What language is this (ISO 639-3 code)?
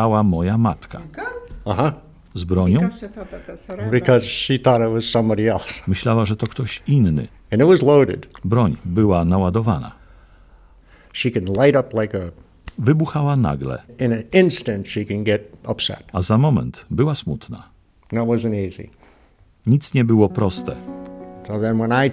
pol